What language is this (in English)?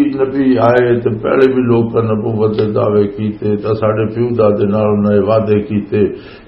Western Panjabi